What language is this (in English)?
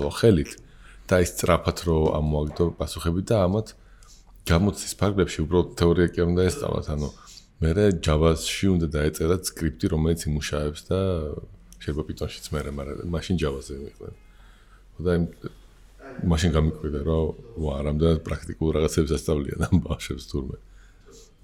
Georgian